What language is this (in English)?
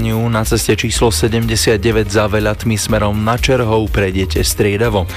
Slovak